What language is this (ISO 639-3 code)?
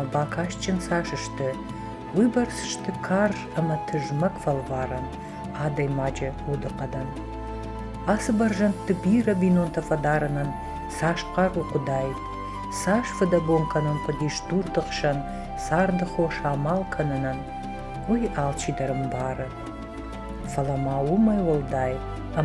oss